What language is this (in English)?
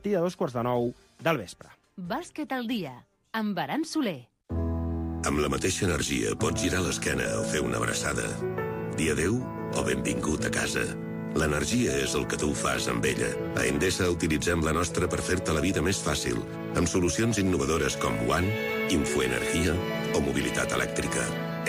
Catalan